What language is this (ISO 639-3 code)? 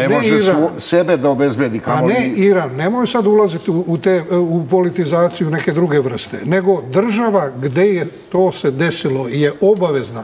srp